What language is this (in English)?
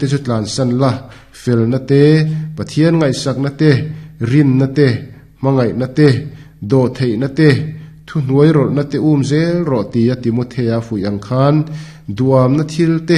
Mizo